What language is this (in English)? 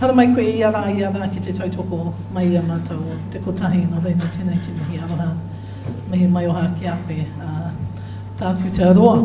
Māori